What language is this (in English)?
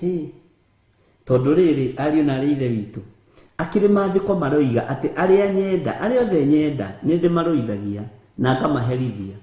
Kikuyu